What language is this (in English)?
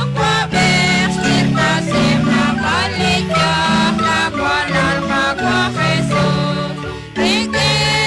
Kekchí